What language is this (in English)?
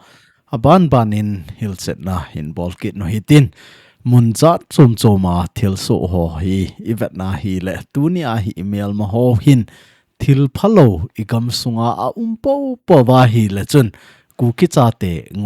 Thado Chin